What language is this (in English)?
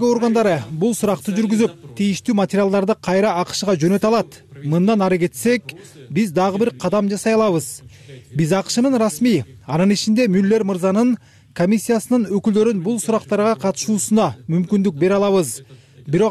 Kyrgyz